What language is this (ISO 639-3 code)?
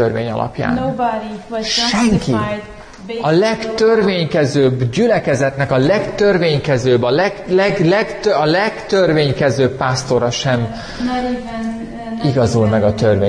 hun